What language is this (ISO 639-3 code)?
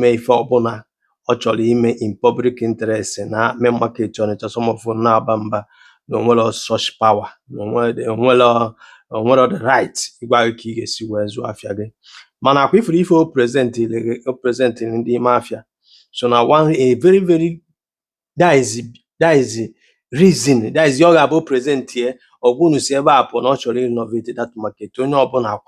ibo